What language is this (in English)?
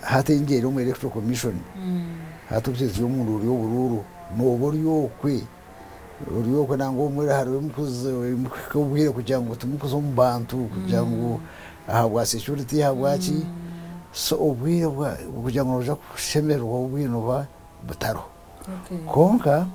Nyankole